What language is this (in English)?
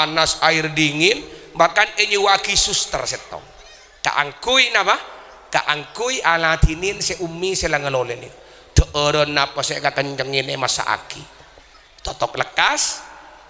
Madurese